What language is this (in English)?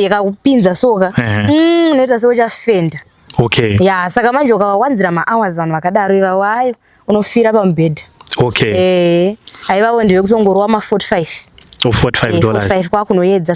Shona